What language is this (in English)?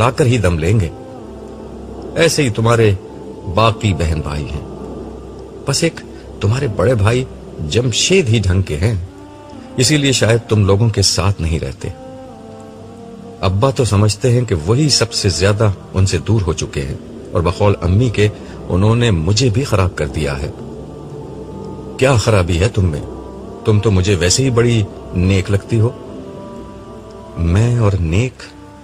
Urdu